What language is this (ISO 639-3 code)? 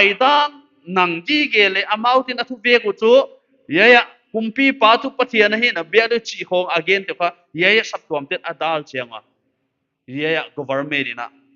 pck